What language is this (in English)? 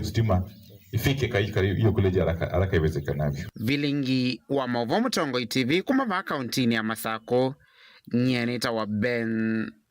Kamba